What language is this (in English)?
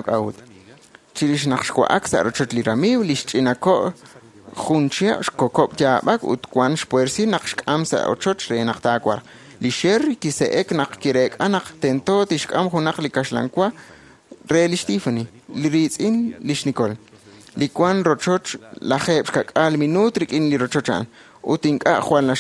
Kekchí